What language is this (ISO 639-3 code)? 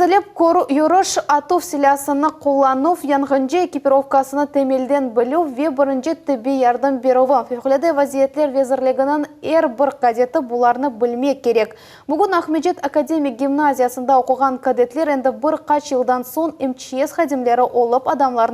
crh